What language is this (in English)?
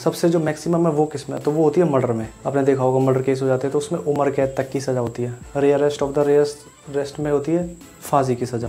Hindi